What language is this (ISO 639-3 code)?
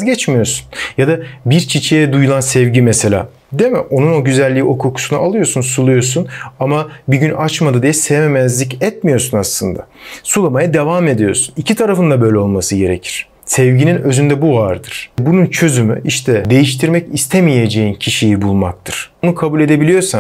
tur